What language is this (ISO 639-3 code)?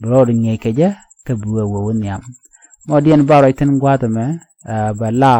nus